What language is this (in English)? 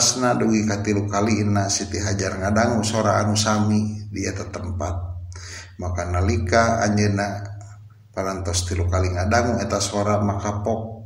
Sundanese